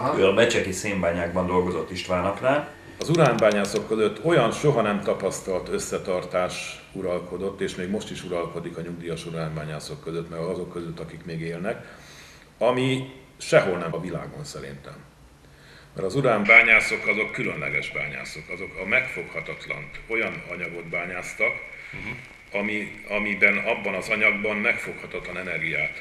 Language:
Hungarian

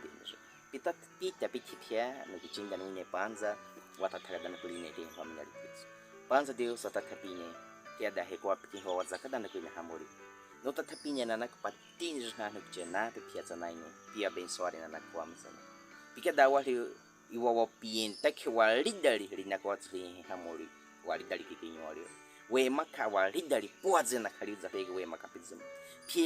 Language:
Baniwa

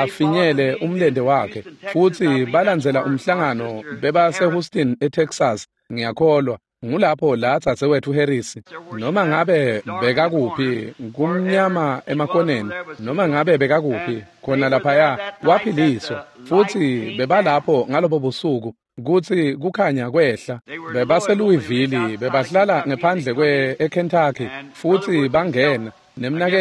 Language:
Swati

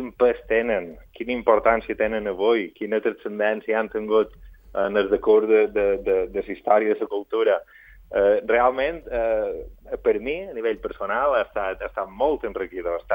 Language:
Catalan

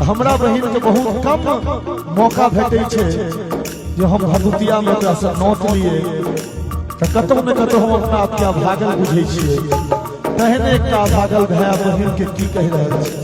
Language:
Maithili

